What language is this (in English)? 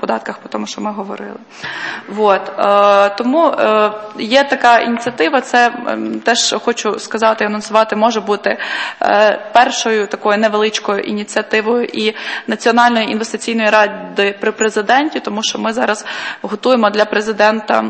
Ukrainian